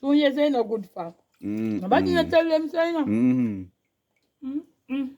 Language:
Jamaican Creole English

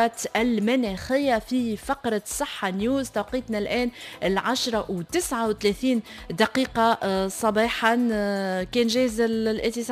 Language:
Tunisian Arabic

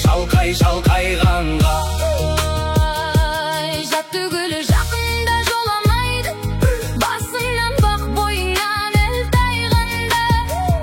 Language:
Kazakh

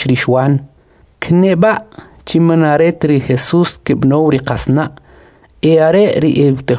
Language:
Kʼicheʼ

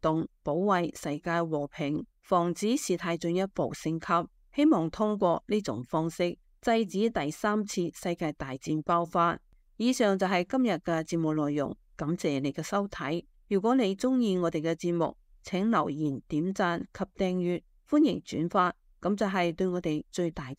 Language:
Cantonese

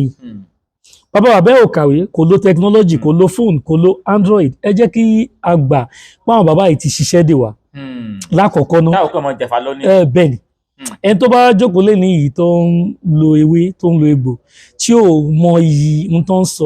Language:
Yoruba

